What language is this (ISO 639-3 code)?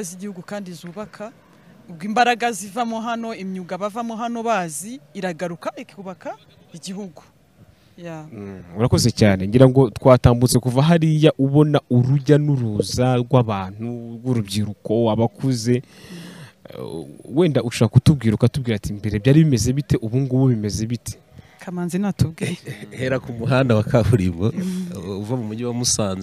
kin